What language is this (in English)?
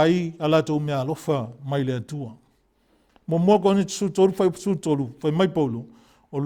Samoan